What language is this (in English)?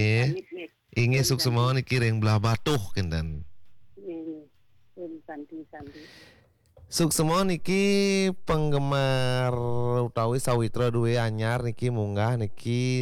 Balinese